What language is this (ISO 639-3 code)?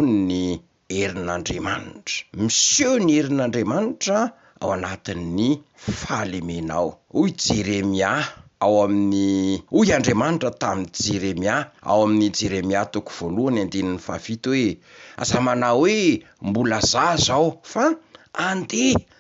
mlg